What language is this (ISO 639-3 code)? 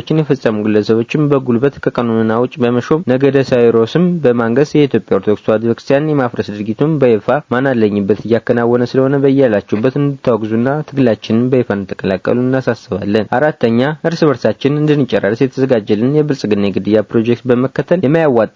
amh